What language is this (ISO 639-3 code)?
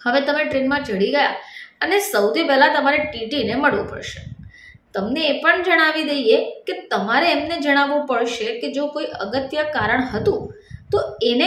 guj